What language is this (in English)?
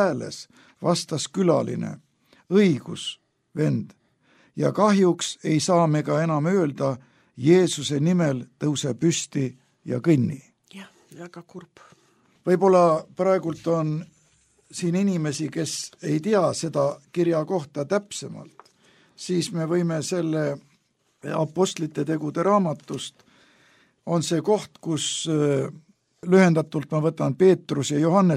Estonian